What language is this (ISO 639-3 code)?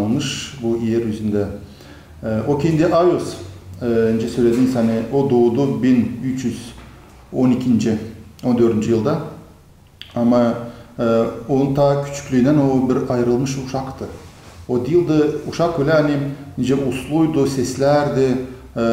gag